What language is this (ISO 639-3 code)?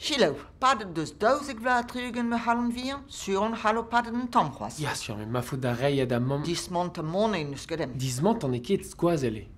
bre